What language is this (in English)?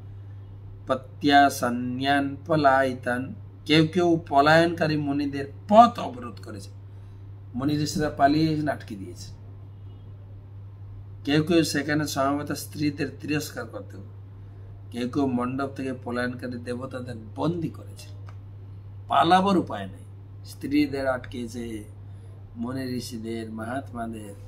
Bangla